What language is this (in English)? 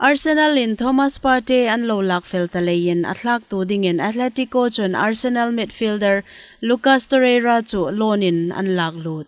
Hmar